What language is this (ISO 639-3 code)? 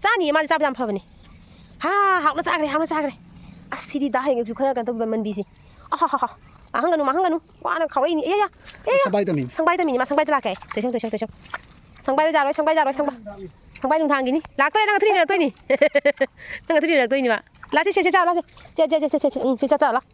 mni